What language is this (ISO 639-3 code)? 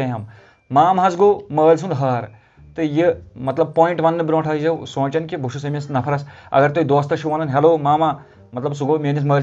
kas